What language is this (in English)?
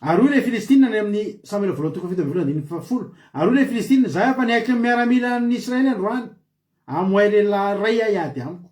Malagasy